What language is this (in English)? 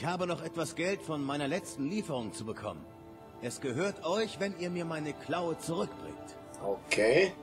Swiss German